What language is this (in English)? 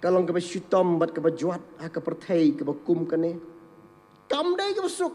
Khasi